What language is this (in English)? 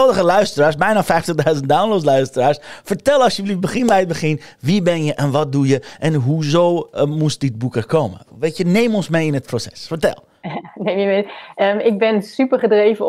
Dutch